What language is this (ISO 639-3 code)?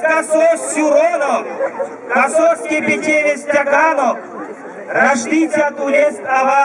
myv